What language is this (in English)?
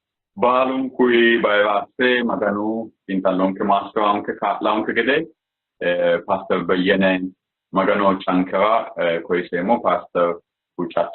Sidamo